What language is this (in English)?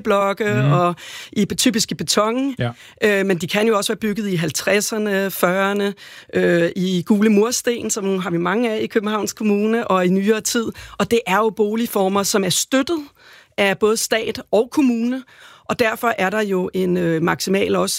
Danish